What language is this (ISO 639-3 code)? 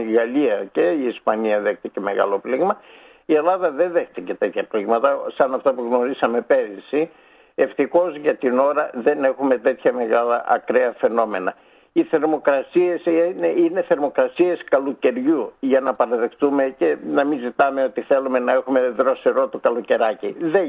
ell